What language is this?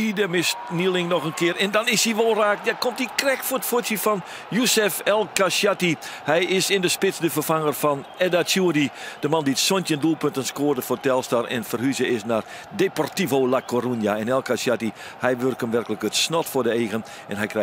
Western Frisian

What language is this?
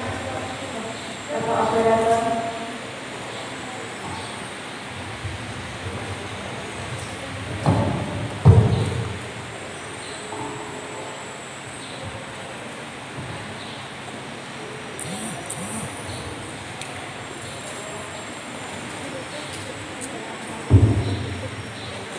Indonesian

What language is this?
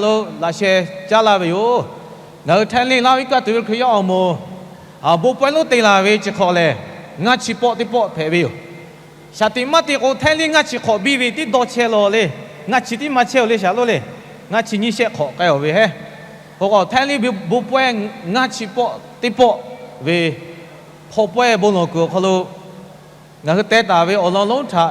Lahu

